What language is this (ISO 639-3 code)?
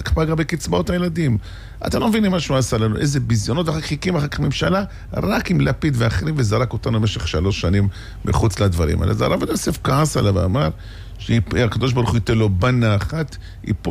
heb